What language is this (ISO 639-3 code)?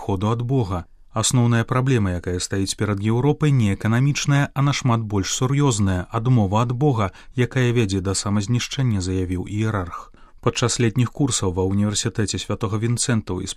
bel